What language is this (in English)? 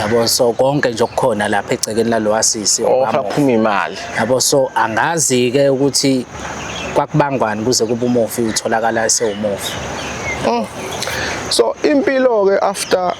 Zulu